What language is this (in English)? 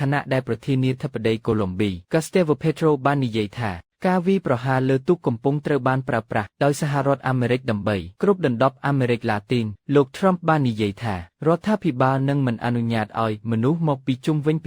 Khmer